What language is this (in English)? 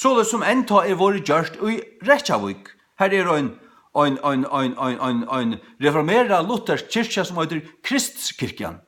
Faroese